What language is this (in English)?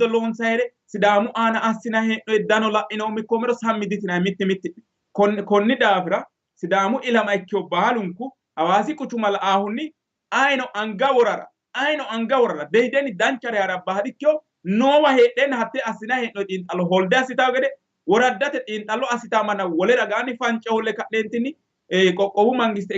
Sidamo